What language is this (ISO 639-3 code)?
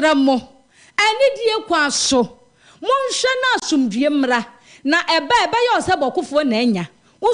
aka